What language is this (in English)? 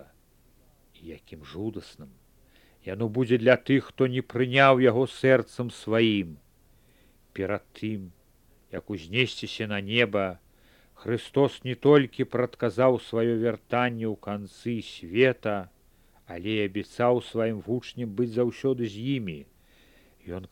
Belarusian